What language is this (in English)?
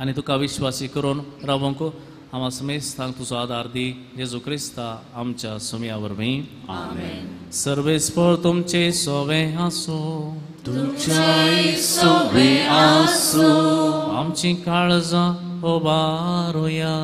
Konkani